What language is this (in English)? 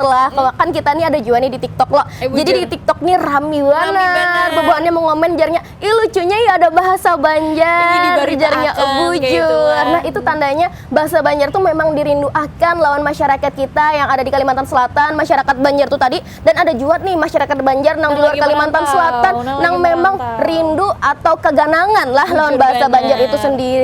Banjar